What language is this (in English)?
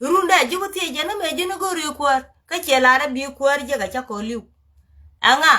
Nuer